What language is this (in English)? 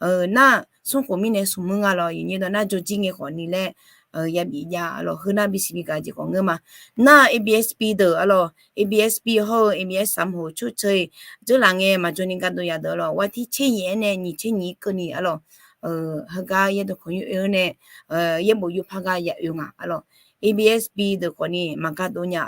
Akha